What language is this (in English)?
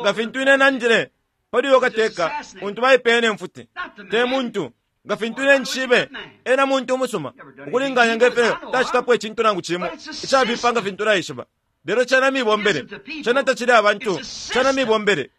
Bemba